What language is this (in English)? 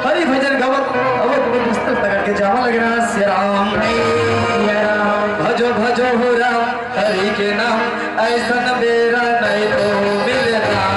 Chhattisgarhi